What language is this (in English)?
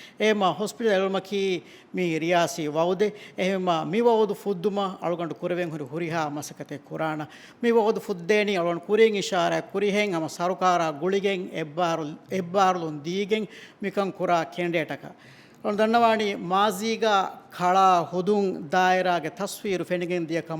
Divehi